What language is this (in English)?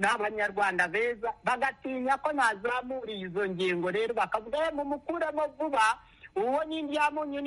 Kinyarwanda